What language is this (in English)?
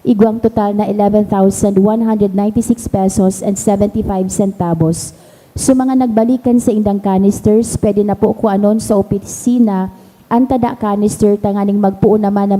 Bikol